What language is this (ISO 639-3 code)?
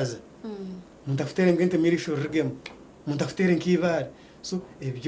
nyn